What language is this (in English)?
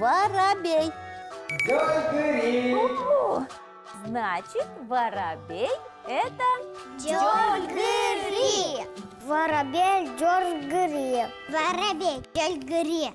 Udmurt